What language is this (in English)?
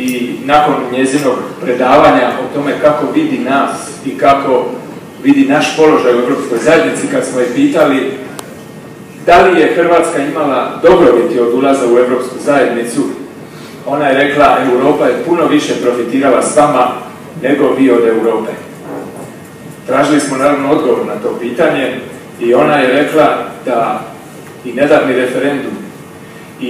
Croatian